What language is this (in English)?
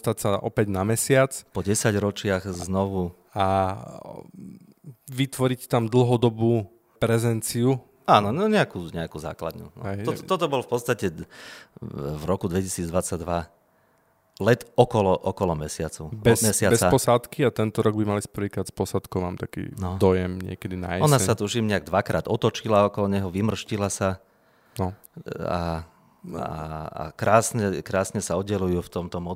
Slovak